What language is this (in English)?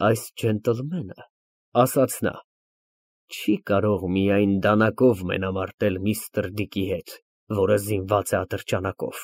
Armenian